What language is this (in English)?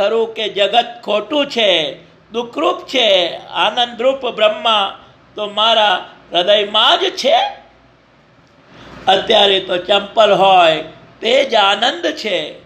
Gujarati